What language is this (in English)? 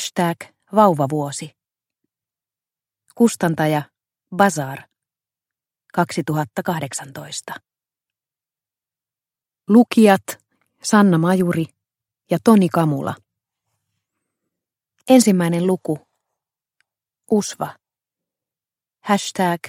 Finnish